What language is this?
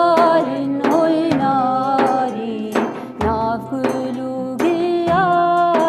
Kurdish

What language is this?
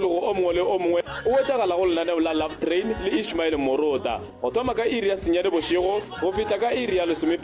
Northern Sotho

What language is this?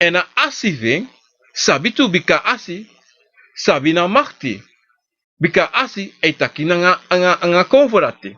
Sranan Tongo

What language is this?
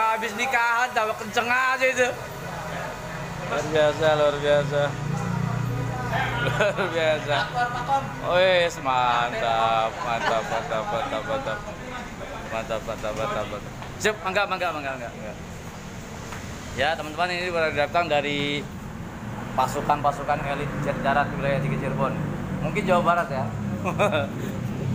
Indonesian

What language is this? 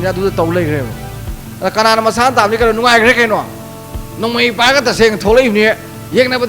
Manipuri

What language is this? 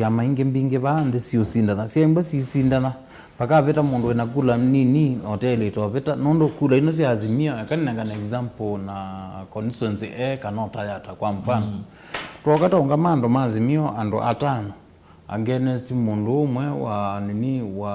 Kamba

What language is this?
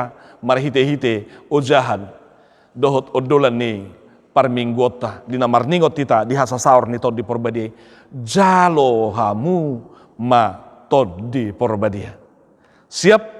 Batak Toba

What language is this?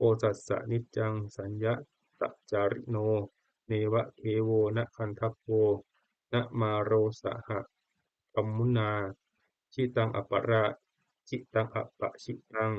Pali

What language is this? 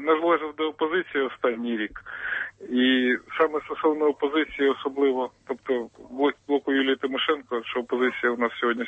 Ukrainian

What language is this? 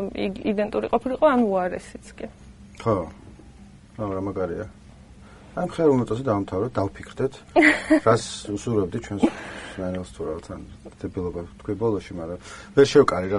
Georgian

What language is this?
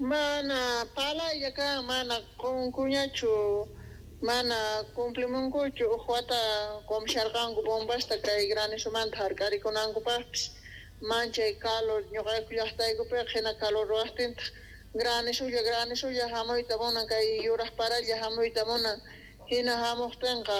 South Bolivian Quechua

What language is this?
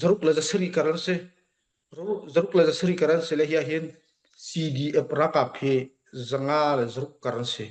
Hakha Chin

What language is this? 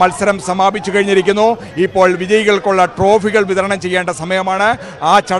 Malayalam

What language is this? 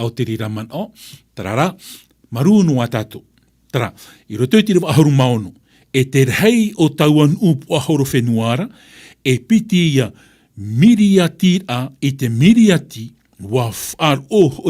Tahitian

